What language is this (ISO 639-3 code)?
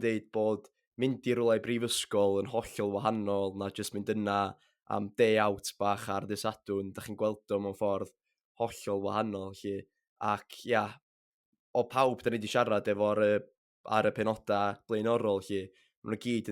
cym